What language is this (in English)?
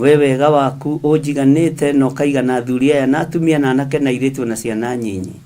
Kikuyu